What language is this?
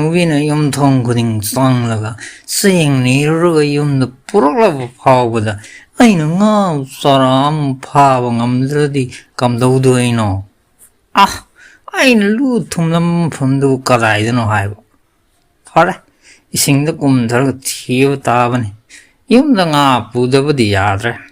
Manipuri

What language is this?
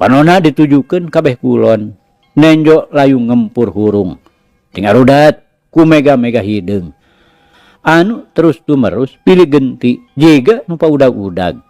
Sundanese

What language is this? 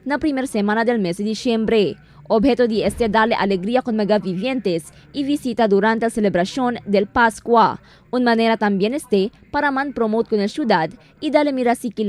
Chavacano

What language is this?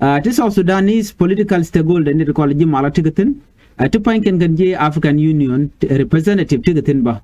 Nuer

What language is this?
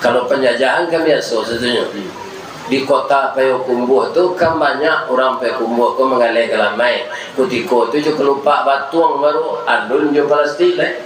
Minangkabau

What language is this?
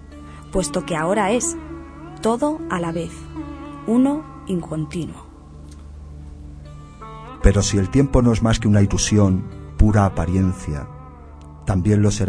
Spanish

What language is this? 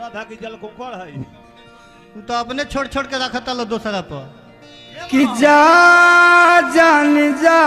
Bhojpuri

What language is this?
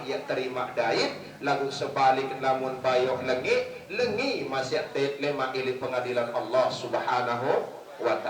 Sasak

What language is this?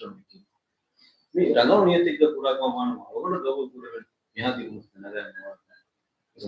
Divehi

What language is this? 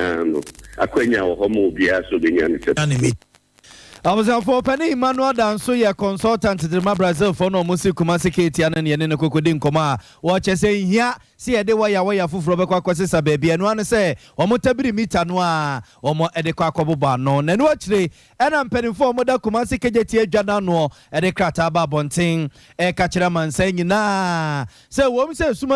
Akan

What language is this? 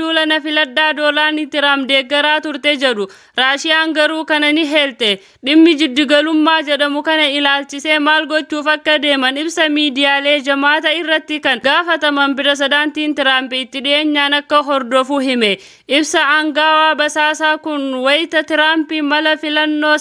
Oromo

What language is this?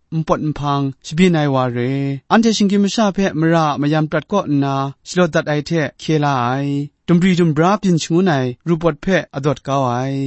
Kachin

